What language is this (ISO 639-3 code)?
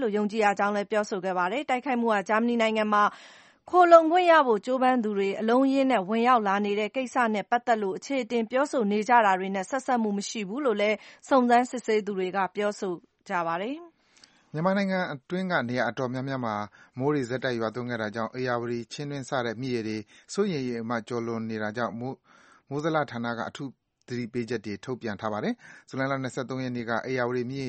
mya